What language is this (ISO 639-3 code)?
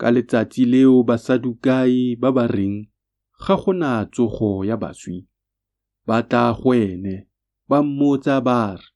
tsn